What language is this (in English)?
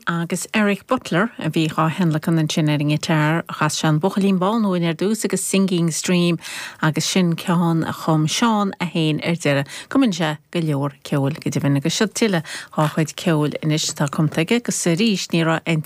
Irish